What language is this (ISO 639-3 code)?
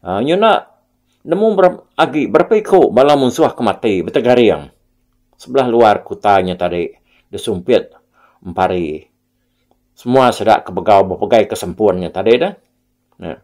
iba